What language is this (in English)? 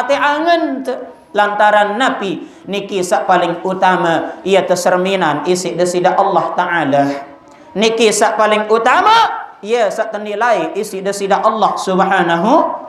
Sasak